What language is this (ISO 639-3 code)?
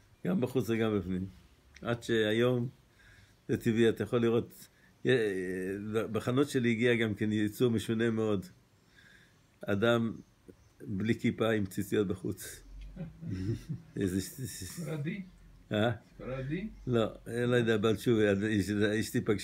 heb